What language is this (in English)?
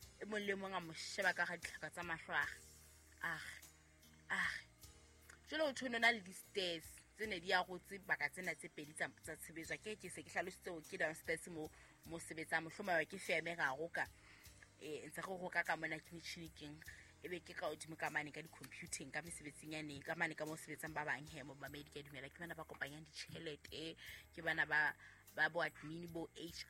Southern Sotho